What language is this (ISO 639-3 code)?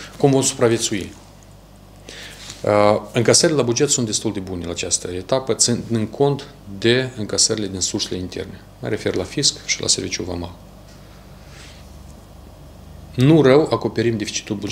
ron